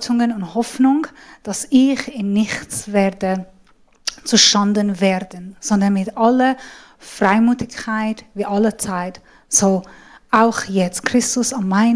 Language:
Swiss German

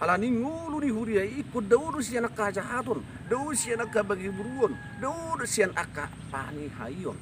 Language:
Batak Toba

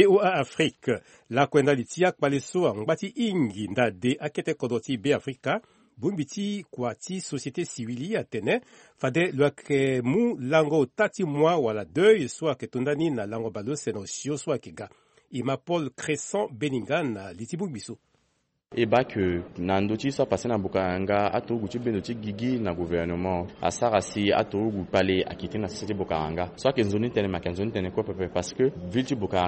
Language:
Sango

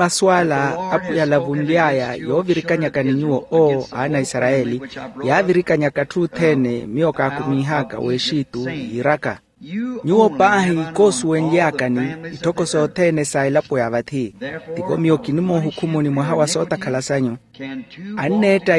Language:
Makhuwa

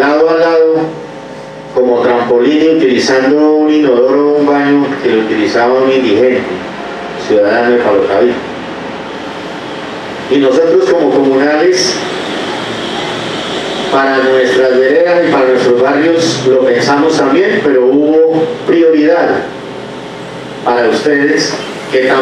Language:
Spanish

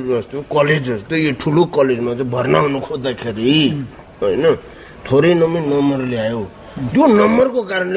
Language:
Nepali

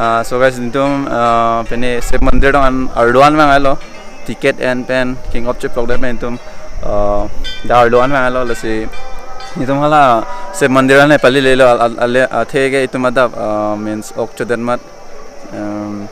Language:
Karbi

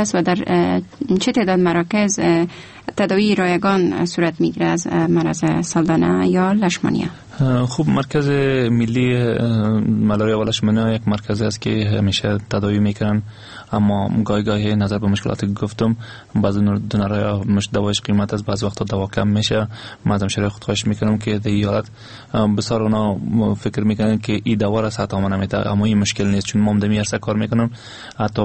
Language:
Persian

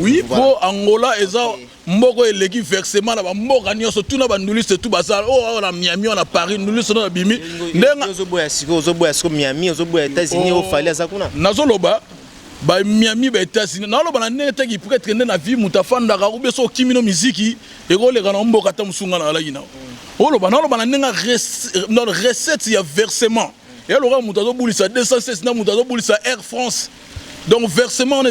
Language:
Lingala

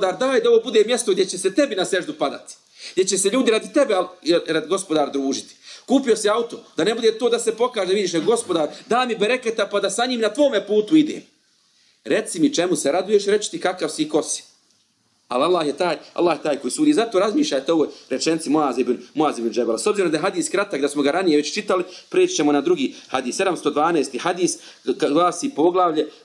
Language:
Bosnian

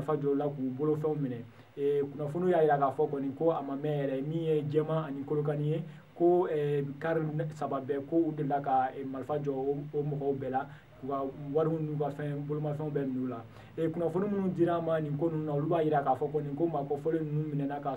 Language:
Bambara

